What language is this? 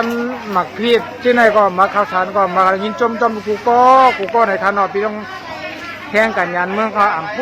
Shan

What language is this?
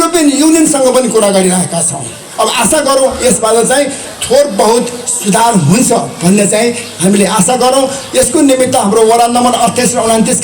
Nepali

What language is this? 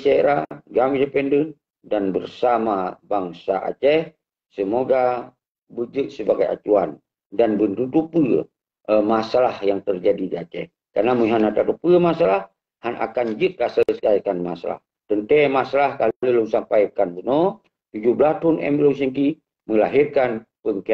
Achinese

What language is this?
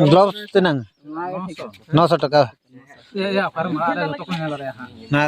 Santali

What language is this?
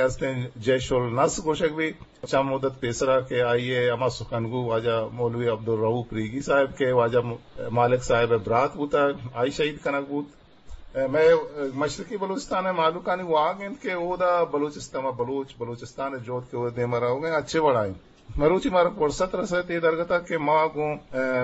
Eastern Balochi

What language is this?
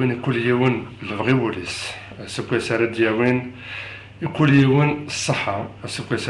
Kabyle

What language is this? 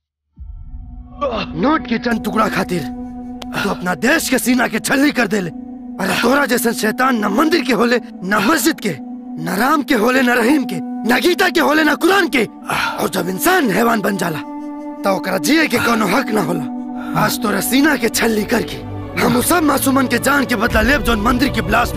Bhojpuri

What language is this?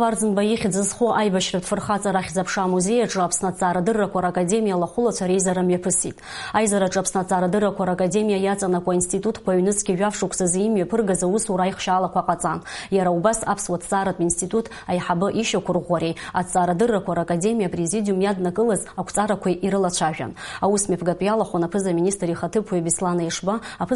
Abkhazian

